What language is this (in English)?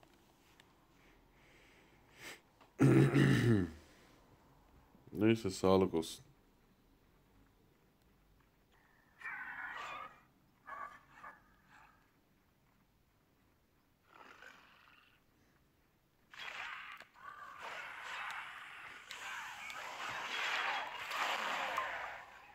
Turkish